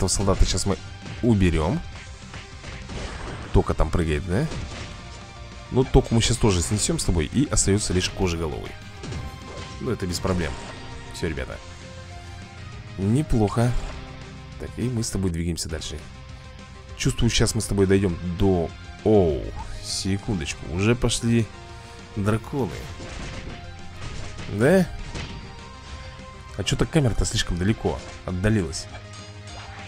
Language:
Russian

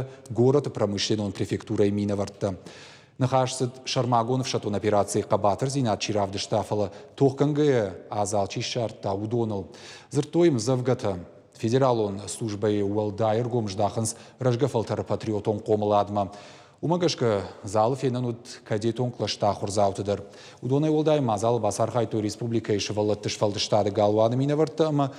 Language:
Ossetic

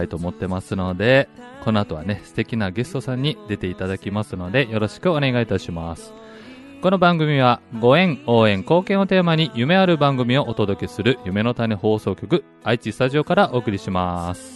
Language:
Japanese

